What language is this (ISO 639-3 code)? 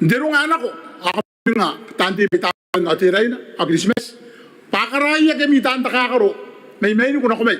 gil